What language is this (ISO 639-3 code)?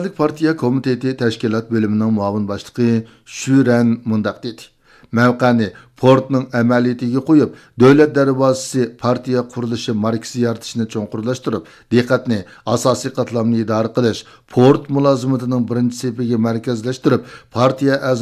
uig